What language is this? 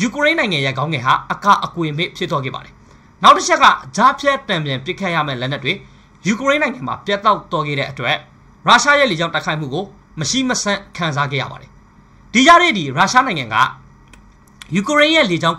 Burmese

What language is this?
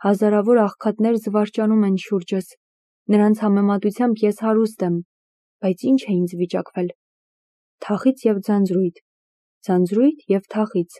Armenian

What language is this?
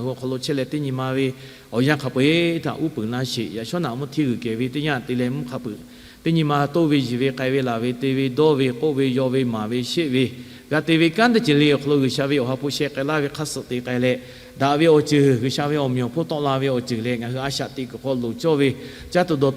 Lahu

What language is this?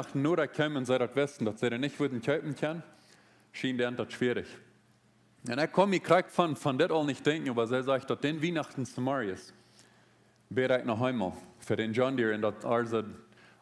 Plautdietsch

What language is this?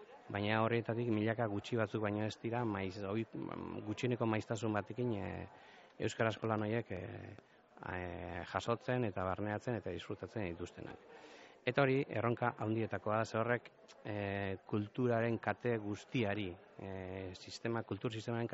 Basque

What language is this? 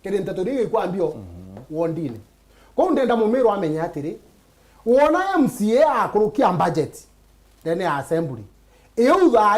Meru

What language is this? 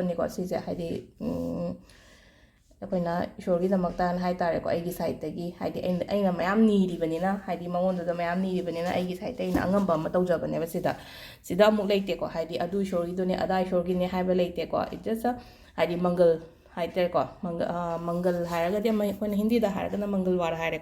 Manipuri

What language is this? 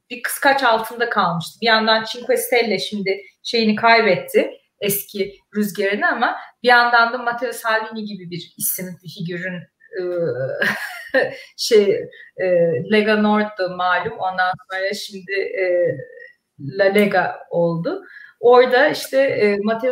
Turkish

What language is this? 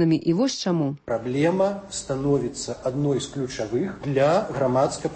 Belarusian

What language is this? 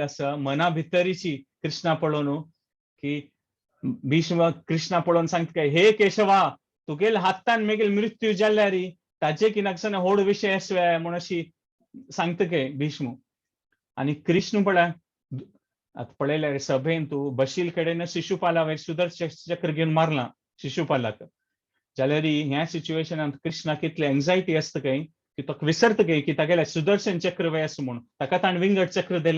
Konkani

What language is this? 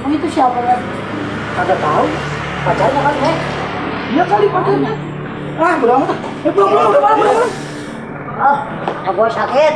Betawi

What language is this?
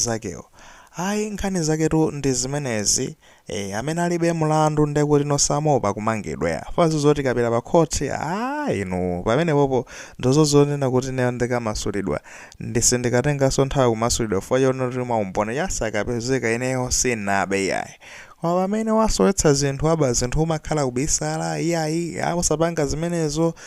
Nyanja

